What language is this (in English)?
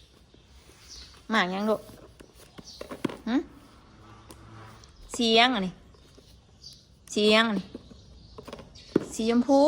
Northeastern Thai